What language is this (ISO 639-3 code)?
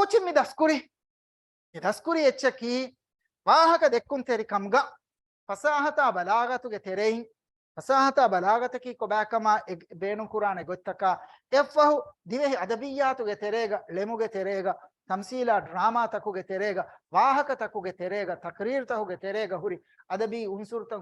div